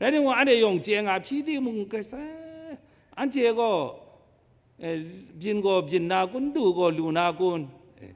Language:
Kachin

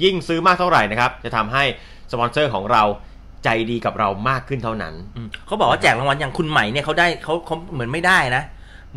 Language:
Thai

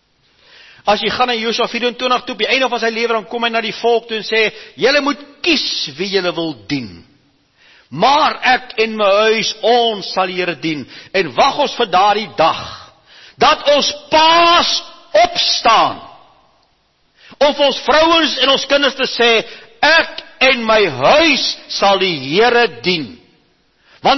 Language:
Afrikaans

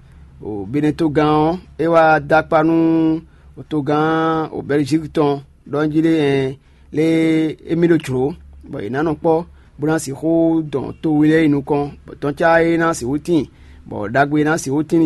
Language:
Fon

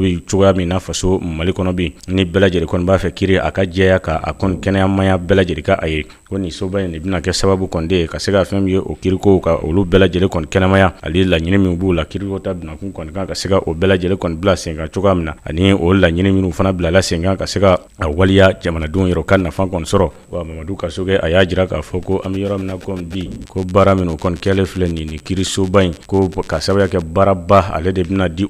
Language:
Bambara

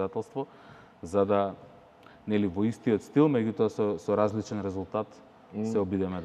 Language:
Macedonian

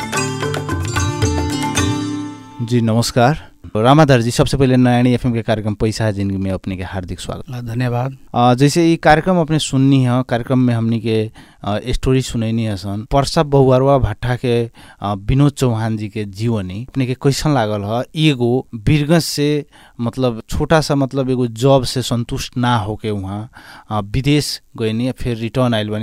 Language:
Bhojpuri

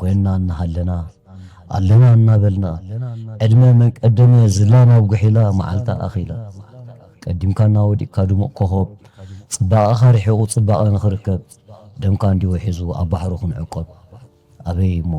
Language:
Tigrinya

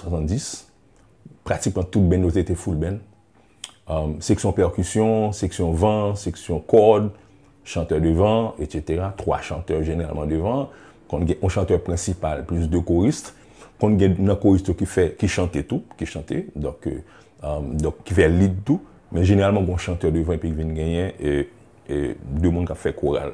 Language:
Haitian Creole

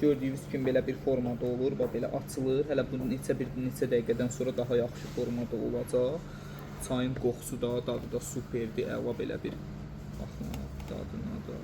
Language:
Azerbaijani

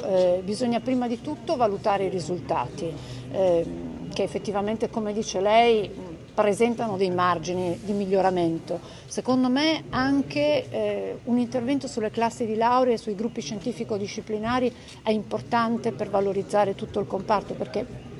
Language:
Italian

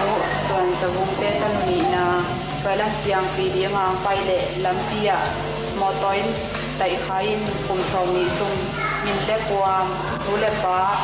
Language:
Tedim Chin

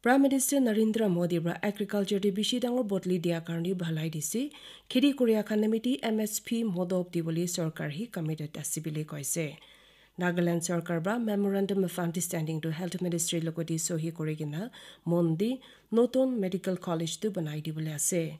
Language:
Naga Pidgin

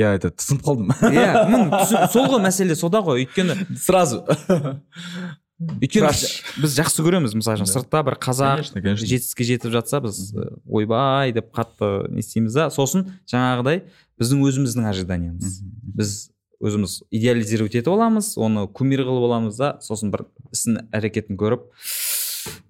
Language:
Kazakh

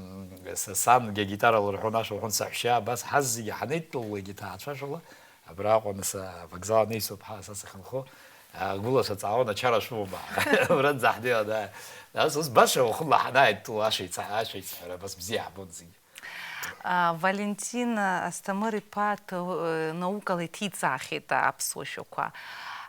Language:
Abkhazian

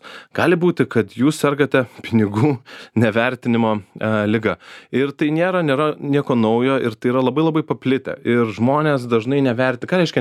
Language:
Lithuanian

